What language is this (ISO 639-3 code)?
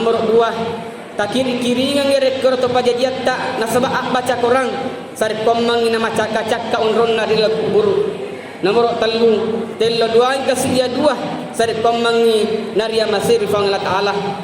bug